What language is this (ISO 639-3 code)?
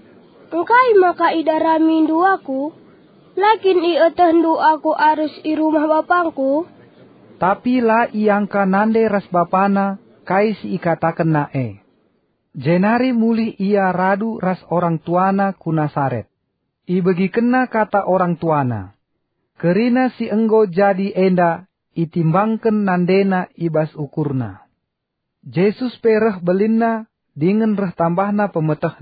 btx